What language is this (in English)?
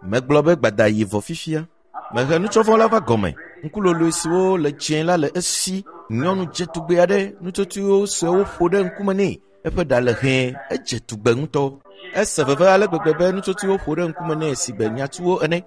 Ewe